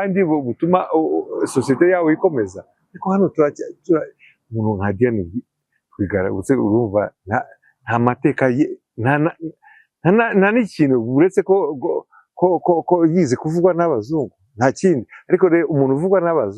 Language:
Kinyarwanda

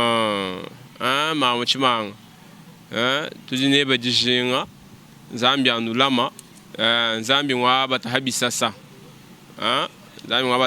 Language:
Luba-Lulua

